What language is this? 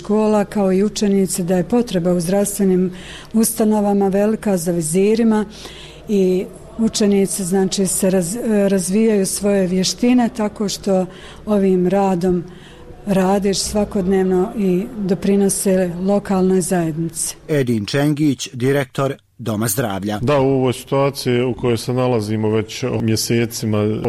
Bosnian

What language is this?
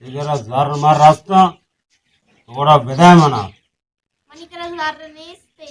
Baluchi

